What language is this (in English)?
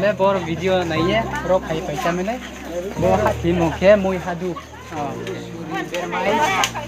Riang (India)